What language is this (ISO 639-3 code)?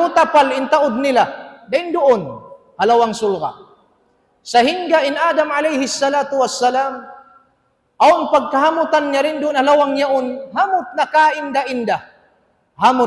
tsg